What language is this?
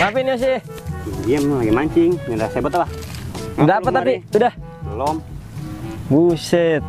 Betawi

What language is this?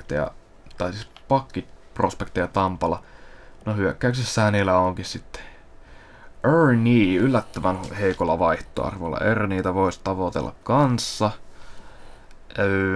Finnish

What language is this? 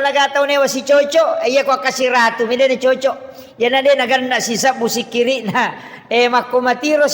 Buginese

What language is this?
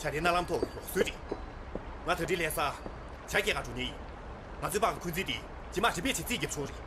Tibetan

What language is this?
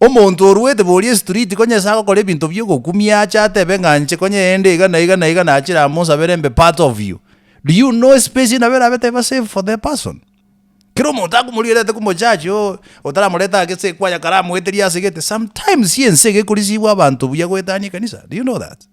Gusii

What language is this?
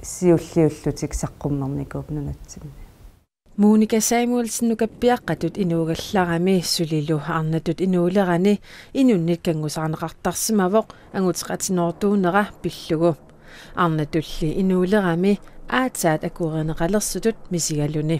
Kalaallisut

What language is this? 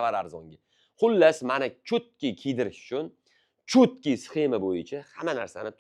Uzbek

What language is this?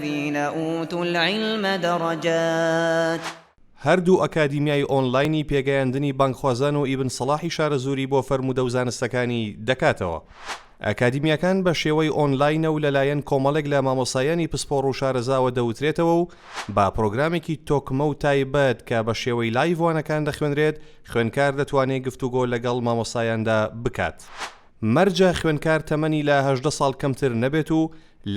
Central Kurdish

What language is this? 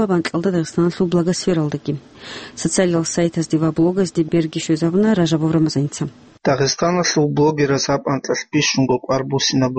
Avaric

